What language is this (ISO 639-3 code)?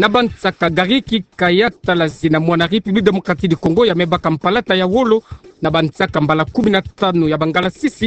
ktu